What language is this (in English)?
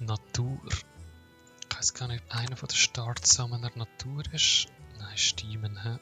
Swiss German